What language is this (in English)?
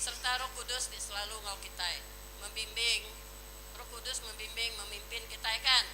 Iban